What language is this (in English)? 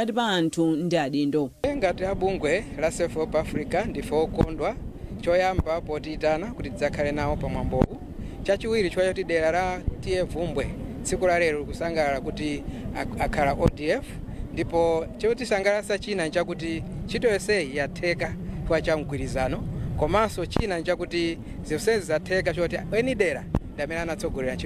Nyanja